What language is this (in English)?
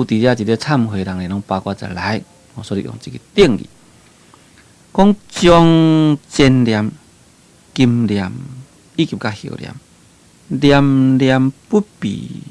Min Nan Chinese